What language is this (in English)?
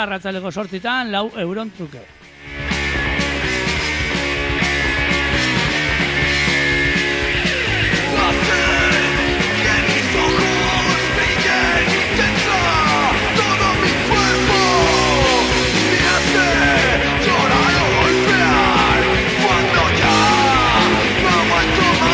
Basque